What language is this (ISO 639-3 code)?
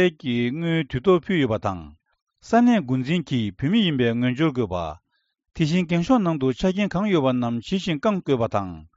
bod